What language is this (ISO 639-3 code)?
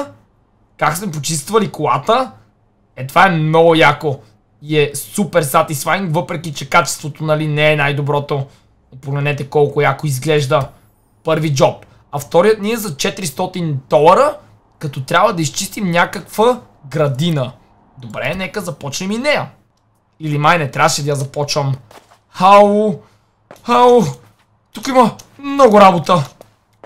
bul